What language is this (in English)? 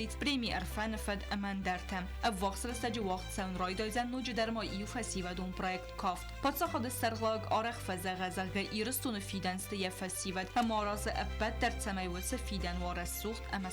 Ossetic